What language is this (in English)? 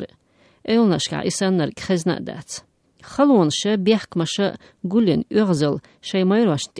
Chechen